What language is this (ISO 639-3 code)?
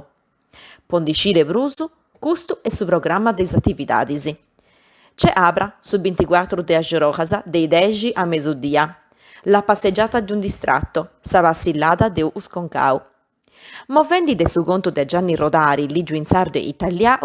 srd